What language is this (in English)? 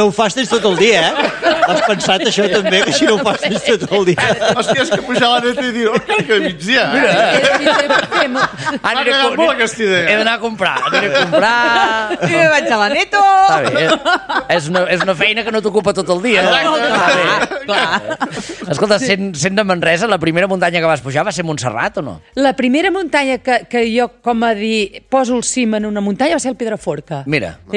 Catalan